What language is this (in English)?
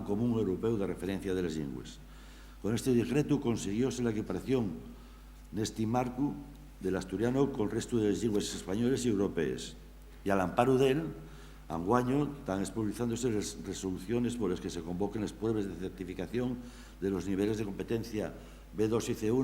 Asturian